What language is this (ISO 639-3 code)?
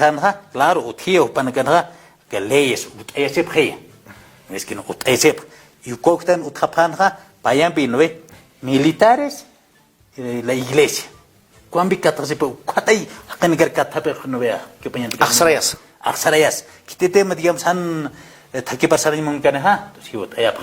aym